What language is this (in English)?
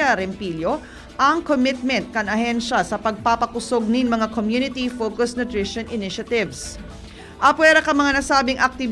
Bikol